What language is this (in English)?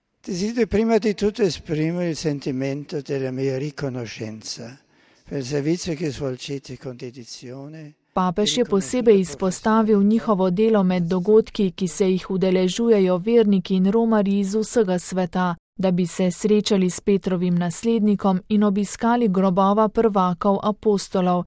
Slovenian